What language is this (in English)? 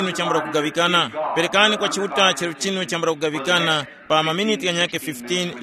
Tumbuka